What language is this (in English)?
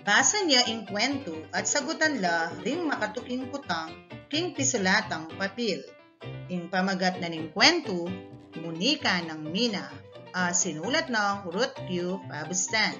Pampanga